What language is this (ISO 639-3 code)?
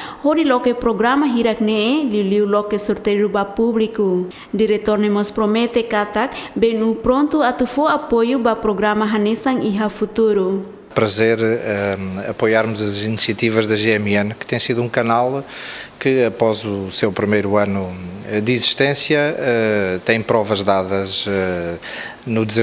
tet